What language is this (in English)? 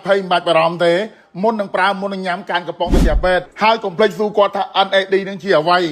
Khmer